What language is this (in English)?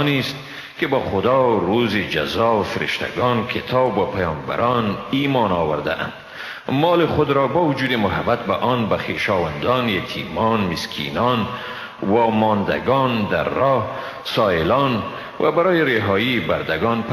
Persian